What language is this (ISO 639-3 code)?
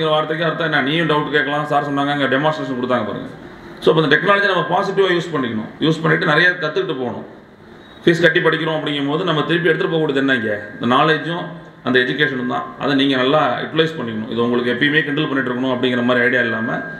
tam